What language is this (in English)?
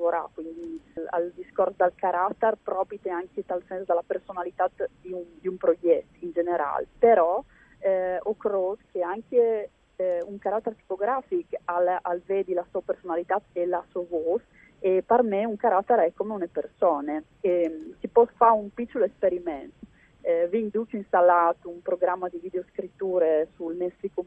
Friulian